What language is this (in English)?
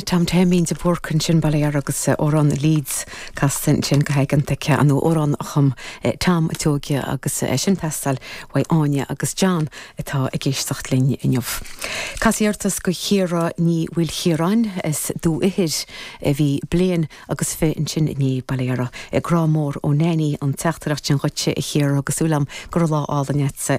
Irish